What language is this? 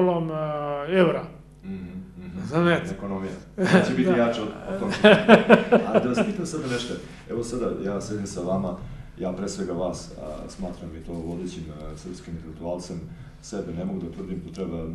Serbian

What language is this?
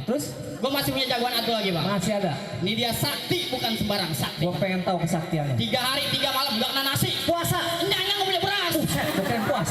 Betawi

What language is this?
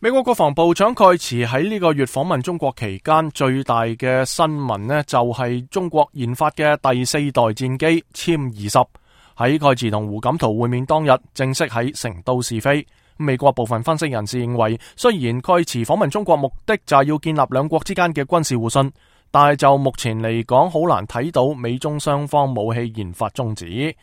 Cantonese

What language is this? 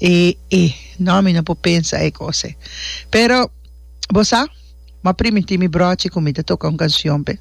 Papiamento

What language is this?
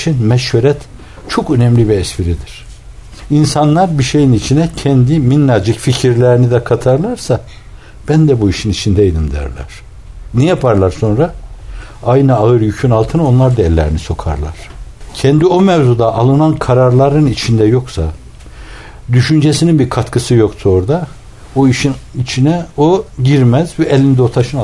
Turkish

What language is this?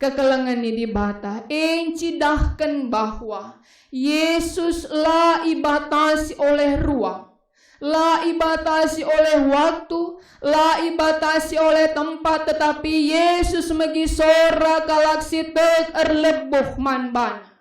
Batak Karo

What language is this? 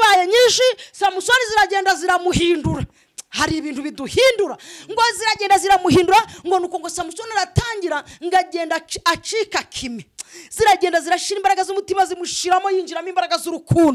Kinyarwanda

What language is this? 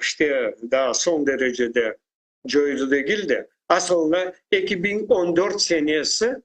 Crimean Tatar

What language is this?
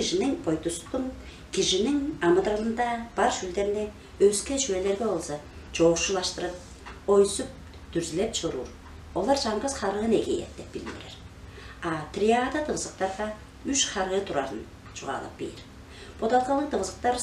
Tuvinian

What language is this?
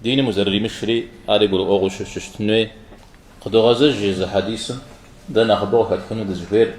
Kabardian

